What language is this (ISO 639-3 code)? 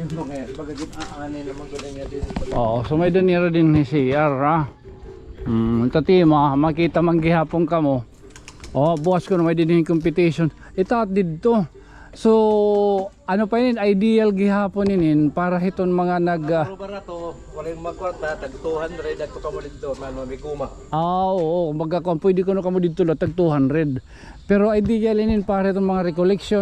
war